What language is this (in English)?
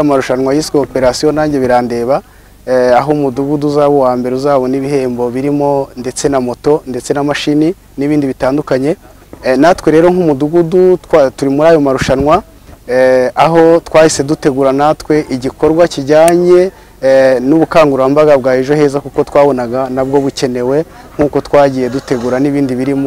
Kinyarwanda